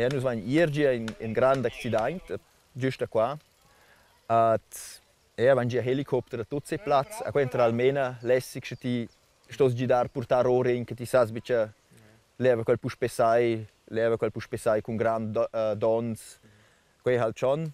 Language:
Romansh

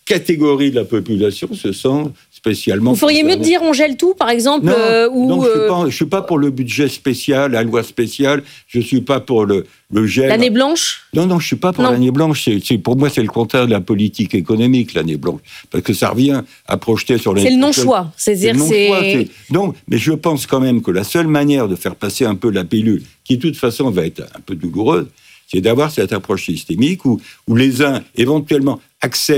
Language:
French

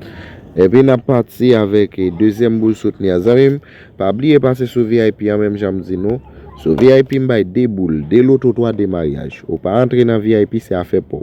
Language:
Haitian Creole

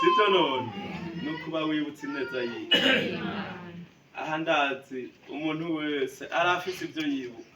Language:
Rundi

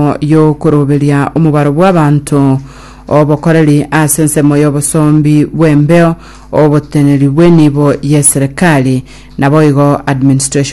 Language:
Gusii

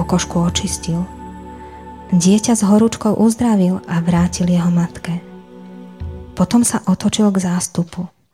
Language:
Slovak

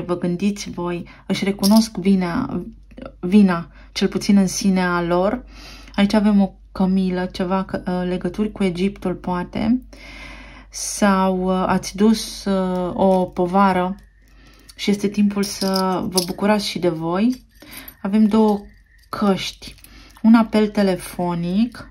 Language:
Romanian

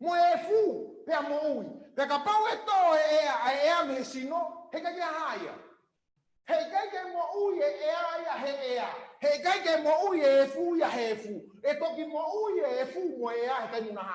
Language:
Tongan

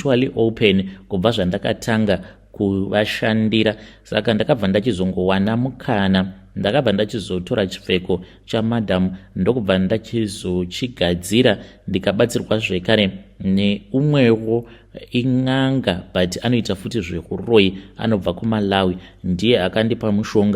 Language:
Shona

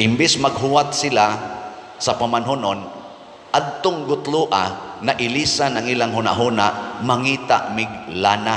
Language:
Cebuano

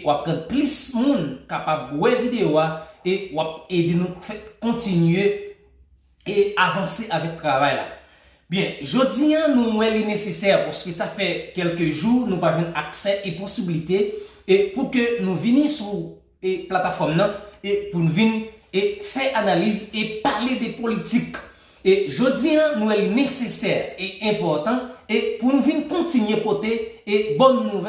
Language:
Haitian Creole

